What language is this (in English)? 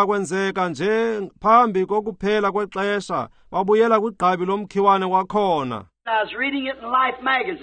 Xhosa